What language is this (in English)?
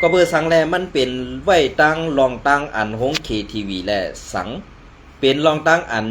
Shan